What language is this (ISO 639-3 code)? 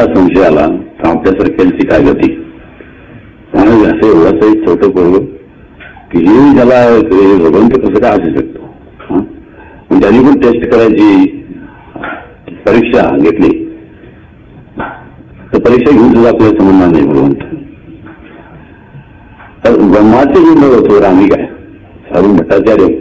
mar